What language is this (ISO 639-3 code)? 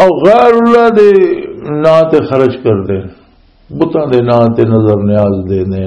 lah